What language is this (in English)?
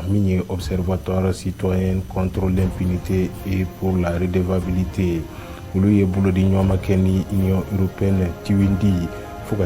Bambara